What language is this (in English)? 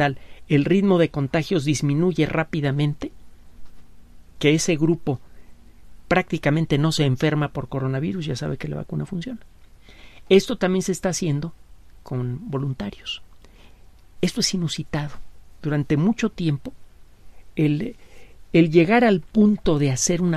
Spanish